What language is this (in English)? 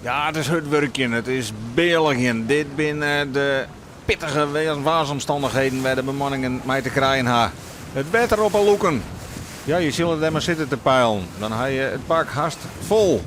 Western Frisian